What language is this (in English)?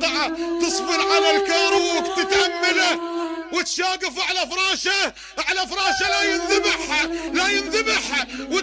Mesopotamian Arabic